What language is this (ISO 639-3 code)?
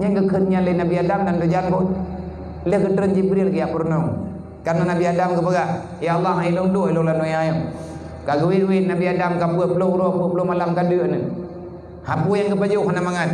ace